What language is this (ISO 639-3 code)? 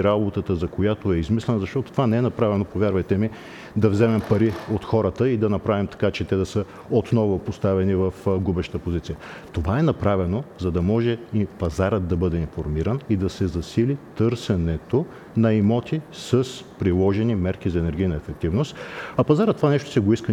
bul